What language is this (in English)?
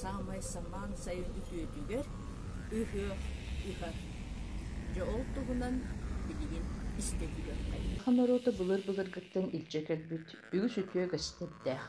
Yakut